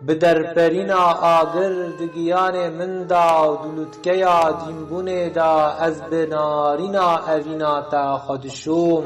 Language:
Kurdish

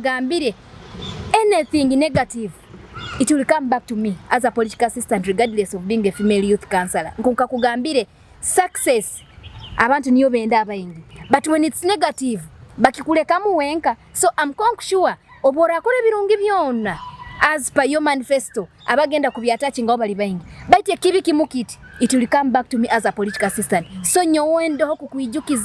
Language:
Nyoro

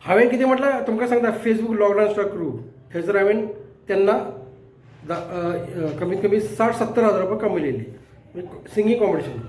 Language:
Konkani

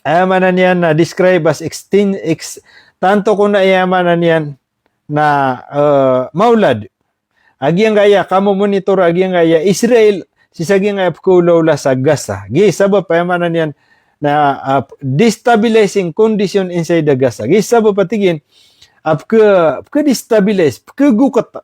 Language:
Maranao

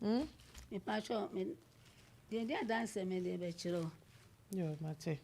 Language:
Akan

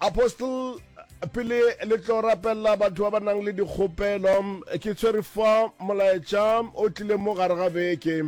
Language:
Northern Sotho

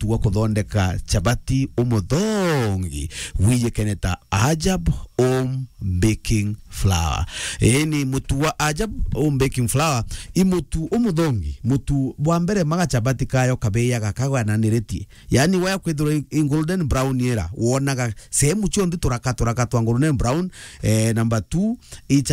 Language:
Meru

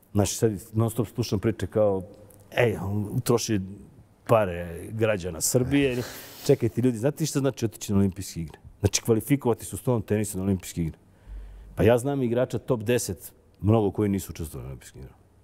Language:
Serbian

